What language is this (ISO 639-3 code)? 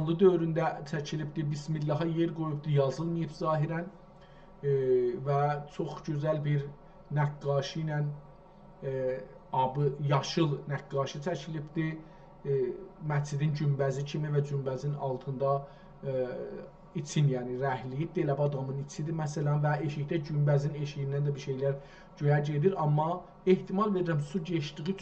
azb